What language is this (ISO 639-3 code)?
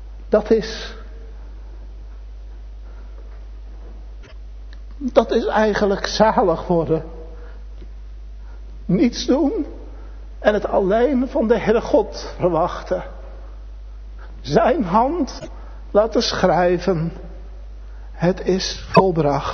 nld